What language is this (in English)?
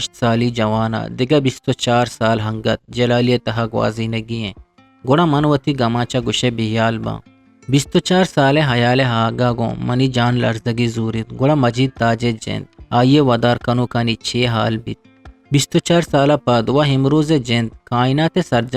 Eastern Balochi